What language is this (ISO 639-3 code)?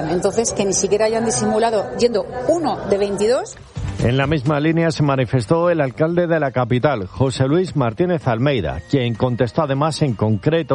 spa